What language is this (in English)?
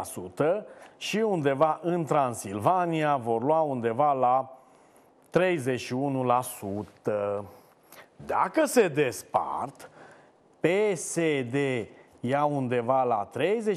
Romanian